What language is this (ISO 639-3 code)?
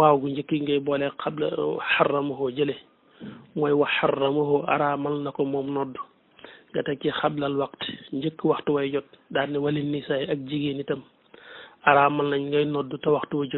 wol